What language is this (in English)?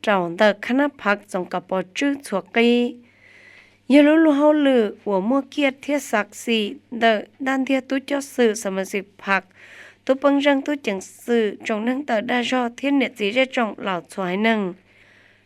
Hmong